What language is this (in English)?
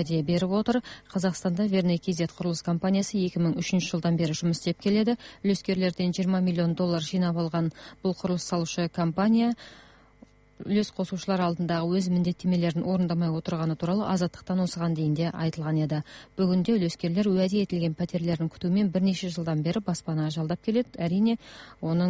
Kazakh